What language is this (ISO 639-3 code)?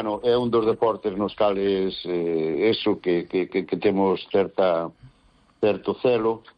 glg